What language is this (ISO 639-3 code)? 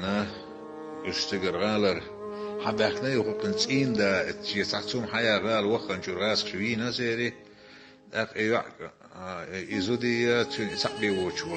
che